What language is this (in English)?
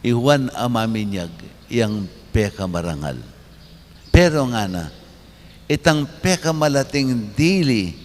Pampanga